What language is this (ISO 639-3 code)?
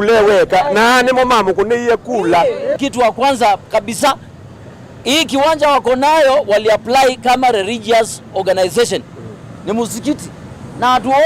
kam